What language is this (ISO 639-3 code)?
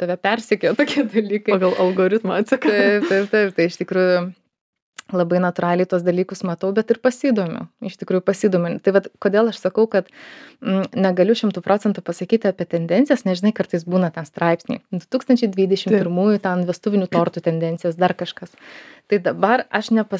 lit